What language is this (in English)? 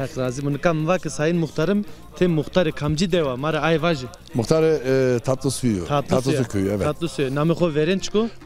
Zaza